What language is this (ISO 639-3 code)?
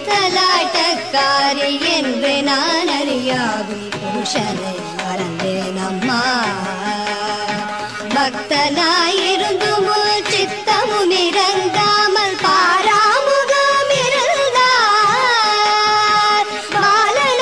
tam